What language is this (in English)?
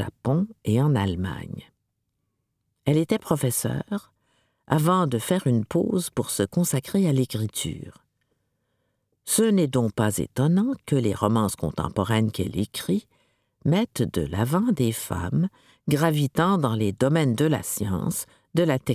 French